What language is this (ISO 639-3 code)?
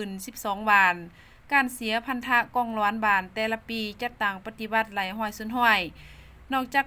lao